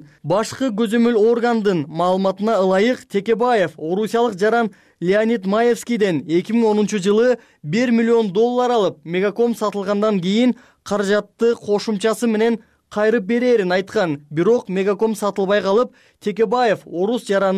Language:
Kyrgyz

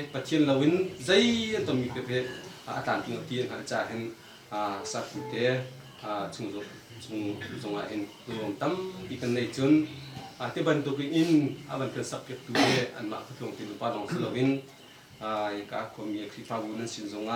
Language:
Hakha Chin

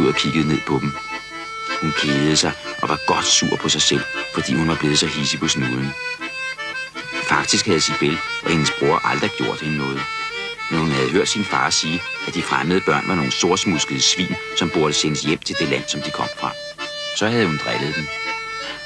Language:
Danish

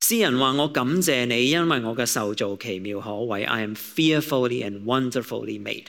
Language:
Cantonese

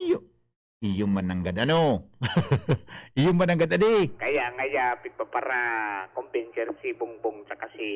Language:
Bikol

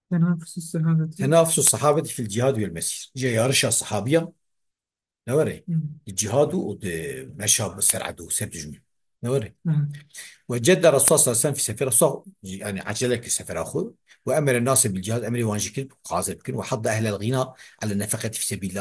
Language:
Kurdish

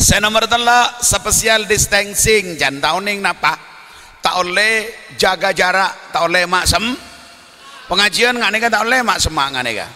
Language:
Madurese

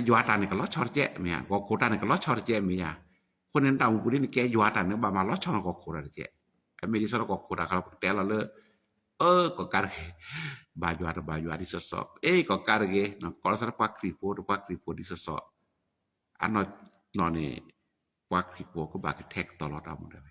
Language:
S'gaw Karen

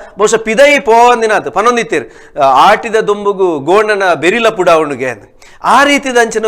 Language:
Tulu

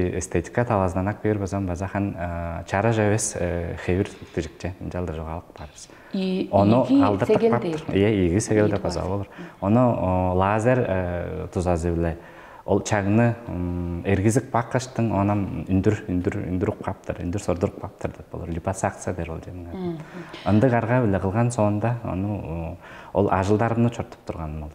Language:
Tuvinian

